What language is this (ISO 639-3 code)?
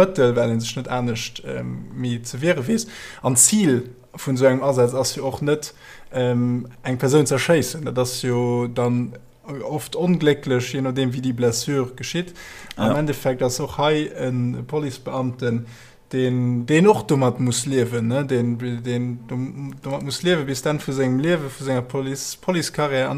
ltz